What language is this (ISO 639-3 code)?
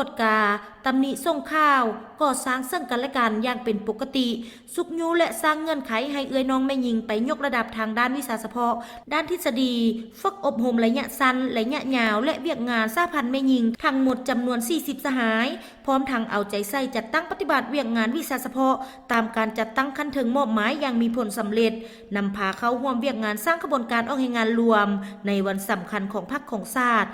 lao